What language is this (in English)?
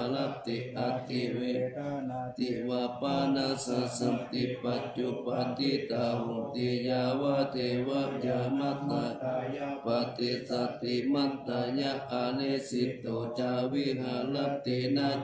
Pali